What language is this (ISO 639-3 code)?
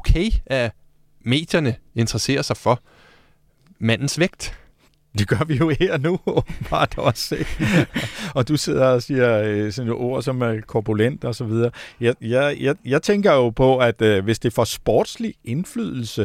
dan